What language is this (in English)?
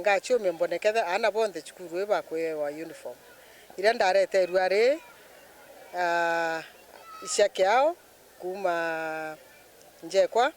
Meru